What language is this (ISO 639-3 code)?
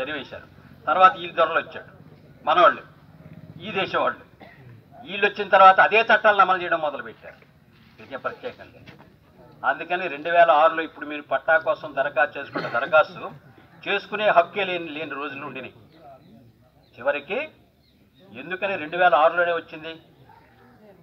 tel